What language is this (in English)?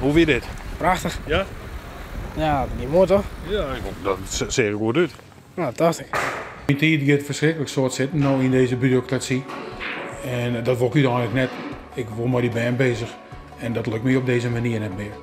Western Frisian